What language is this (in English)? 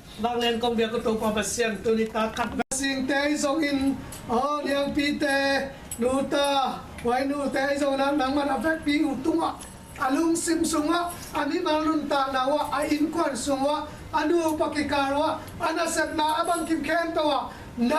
Tedim Chin